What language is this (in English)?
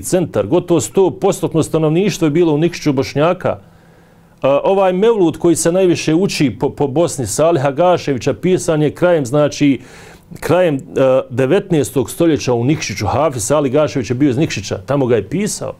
Bosnian